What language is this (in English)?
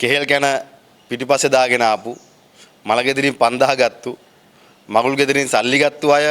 Sinhala